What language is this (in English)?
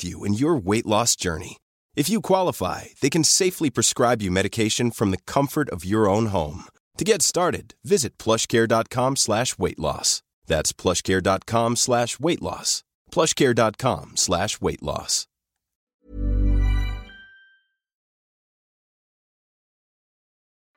Swedish